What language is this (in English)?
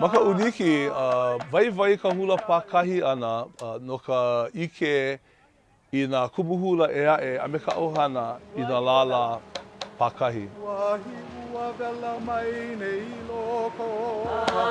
Hawaiian